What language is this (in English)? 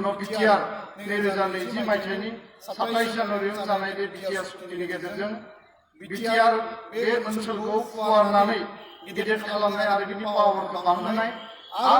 Bodo